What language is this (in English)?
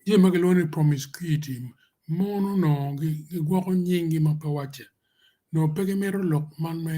Acoli